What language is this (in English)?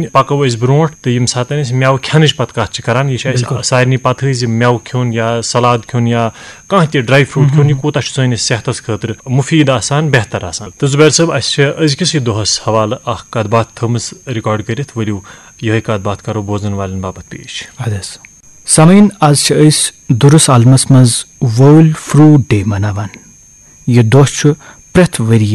Kashmiri